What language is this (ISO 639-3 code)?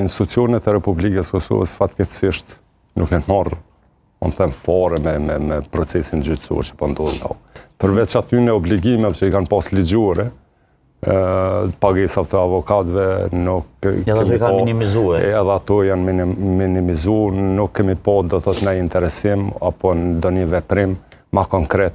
sqi